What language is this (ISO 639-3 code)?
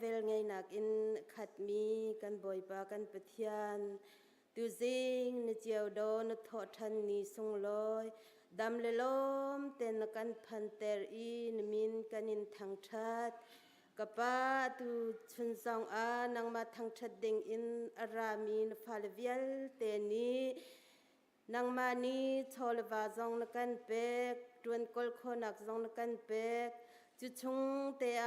cnh